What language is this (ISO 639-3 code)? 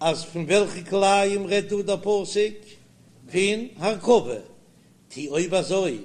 yid